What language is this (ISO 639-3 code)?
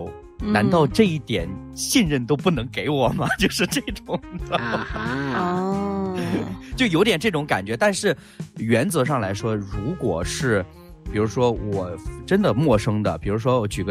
zho